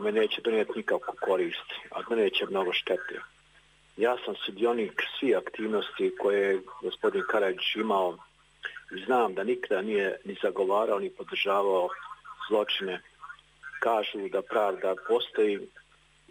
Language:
Croatian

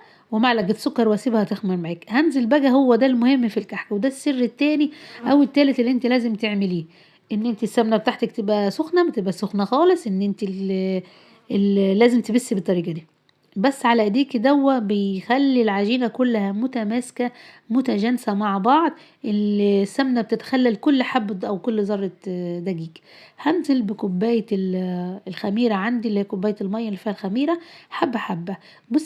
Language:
Egyptian Arabic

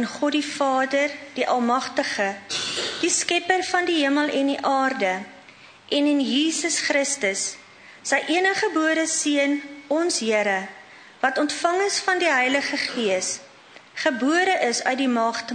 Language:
Afrikaans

